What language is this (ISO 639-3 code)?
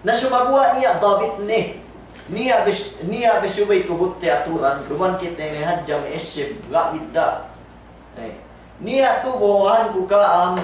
yka